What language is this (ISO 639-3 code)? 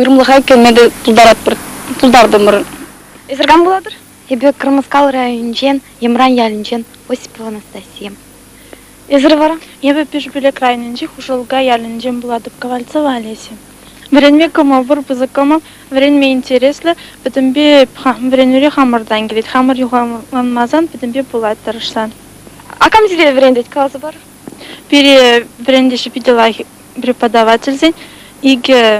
chv